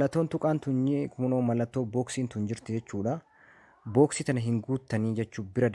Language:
Oromo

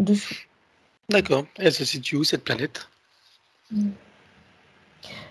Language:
French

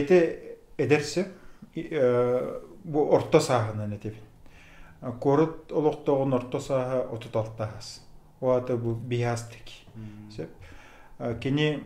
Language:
Yakut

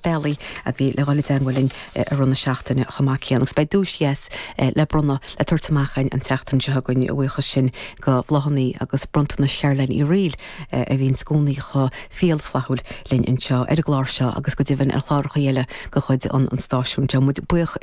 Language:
Irish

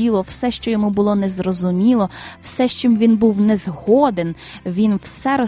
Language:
Ukrainian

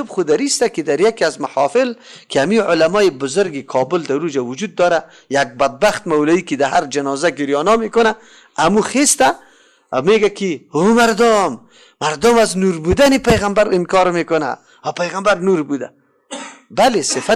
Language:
Persian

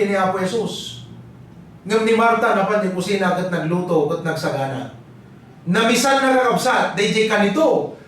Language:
Iloko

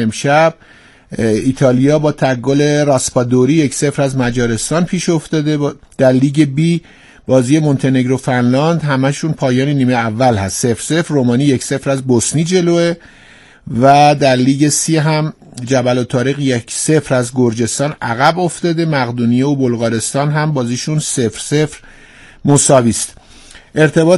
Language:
Persian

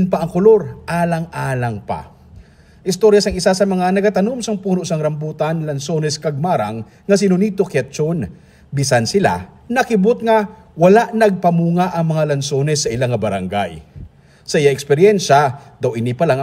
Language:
Hiligaynon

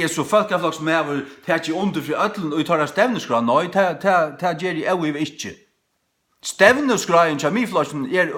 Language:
Faroese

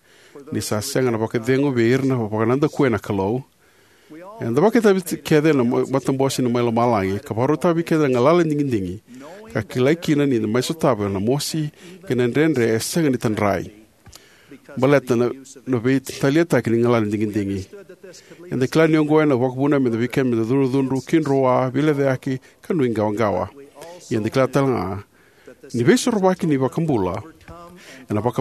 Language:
Fijian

